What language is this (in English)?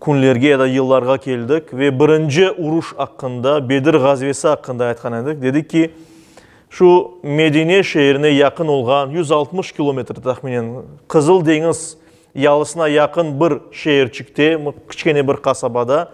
Crimean Tatar